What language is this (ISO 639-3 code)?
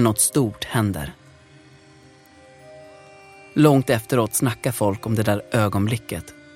swe